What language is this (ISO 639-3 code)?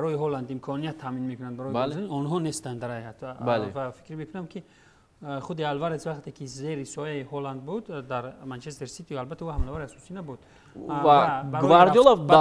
tgk